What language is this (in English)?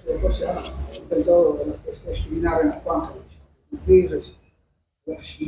Kekchí